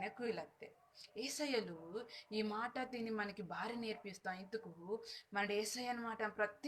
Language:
Koya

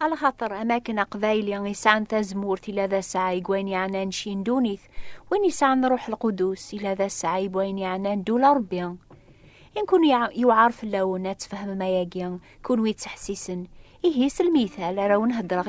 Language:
Kabyle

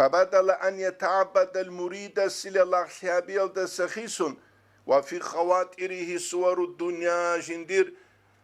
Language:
Avaric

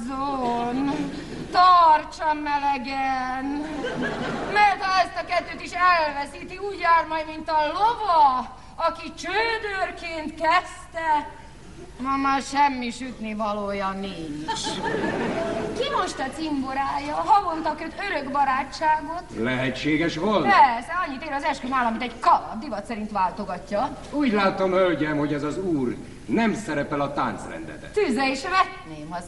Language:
Hungarian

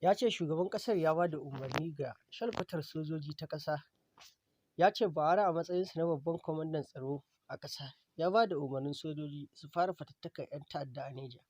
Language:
Hausa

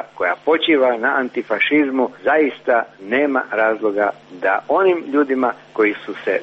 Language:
Serbian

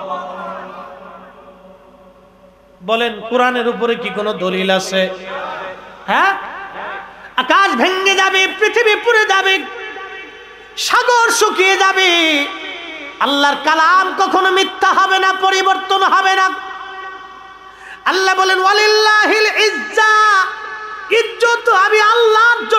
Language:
Bangla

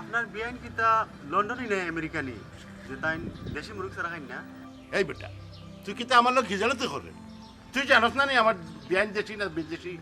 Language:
Sylheti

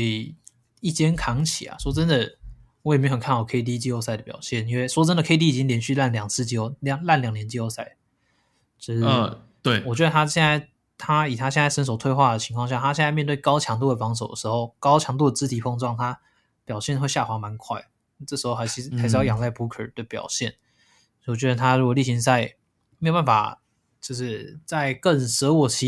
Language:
Chinese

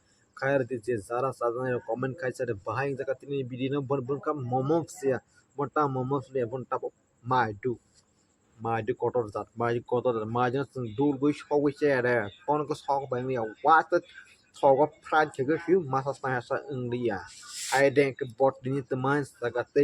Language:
Kok Borok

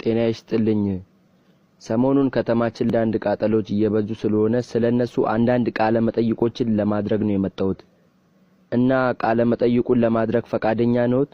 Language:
Amharic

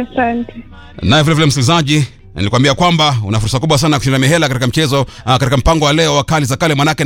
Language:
Swahili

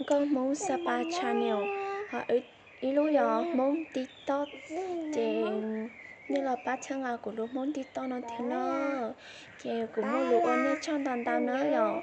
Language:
Hmong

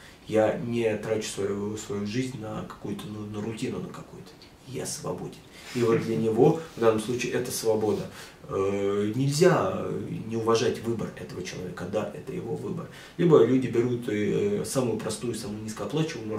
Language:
Russian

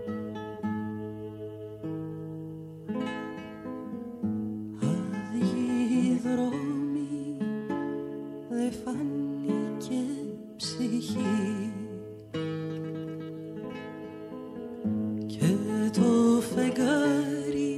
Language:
Greek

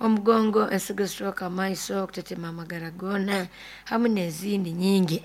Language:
Nyoro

